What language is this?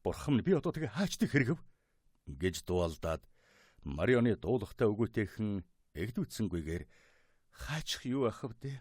Mongolian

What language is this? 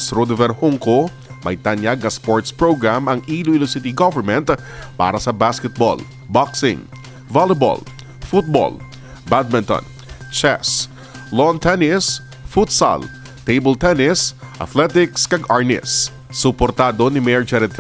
Hiligaynon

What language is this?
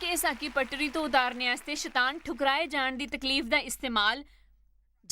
Dogri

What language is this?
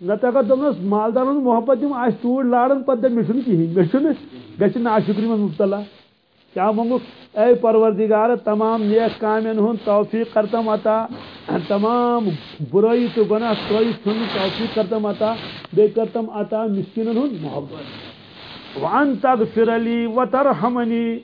Kashmiri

